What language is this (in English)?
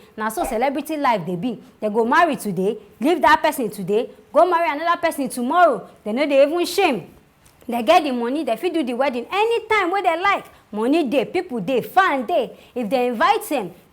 Nigerian Pidgin